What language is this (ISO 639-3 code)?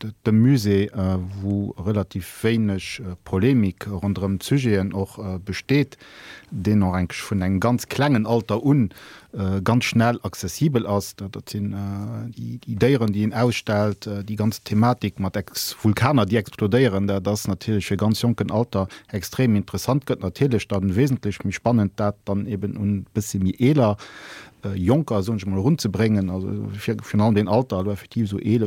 ltz